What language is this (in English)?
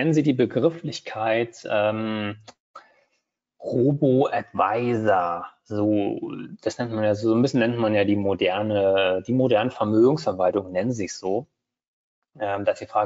German